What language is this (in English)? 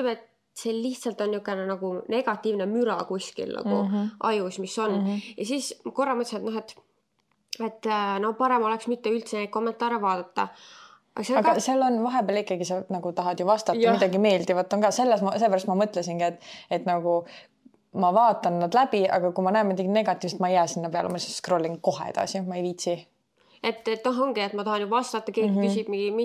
Estonian